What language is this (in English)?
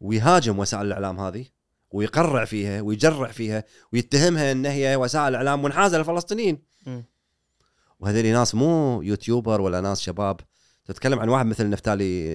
Gulf Arabic